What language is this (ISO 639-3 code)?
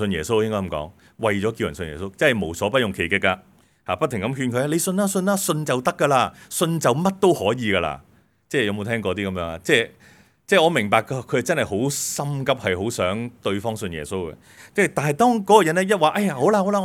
yue